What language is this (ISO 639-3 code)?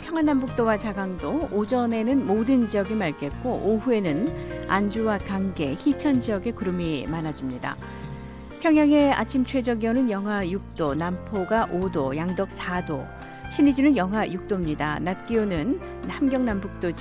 kor